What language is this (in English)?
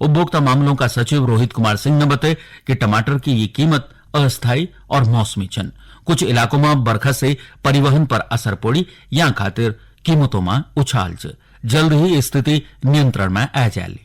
Garhwali